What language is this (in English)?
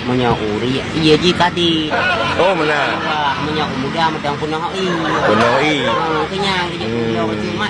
Achinese